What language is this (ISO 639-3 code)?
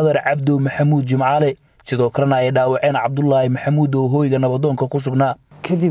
som